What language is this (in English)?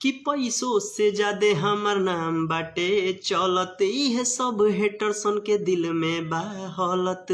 Bhojpuri